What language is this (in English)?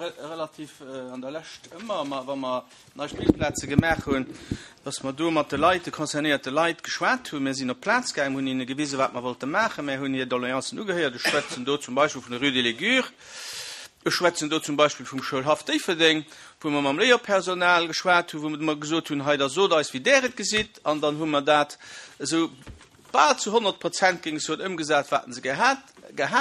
Luxembourgish